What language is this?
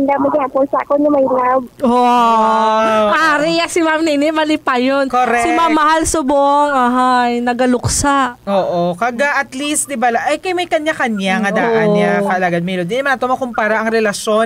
Hiligaynon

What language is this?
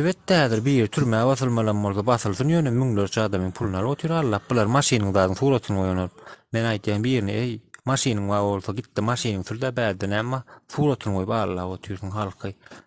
Turkmen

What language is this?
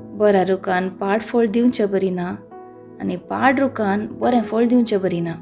Konkani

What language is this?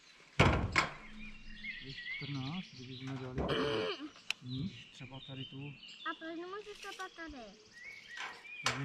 Czech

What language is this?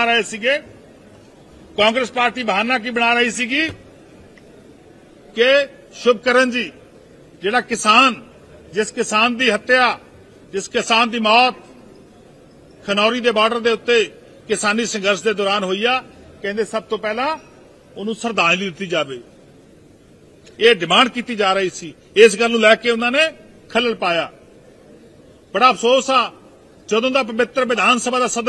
Punjabi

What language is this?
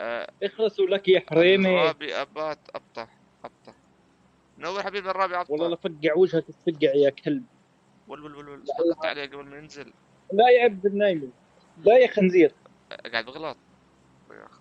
North Levantine Arabic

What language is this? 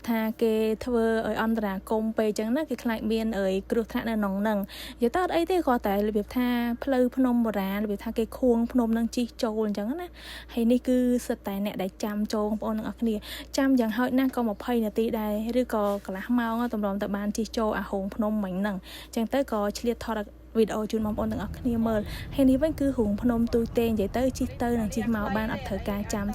Khmer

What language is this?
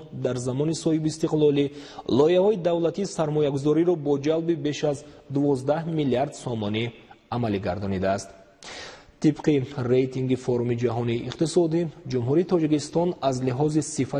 Tajik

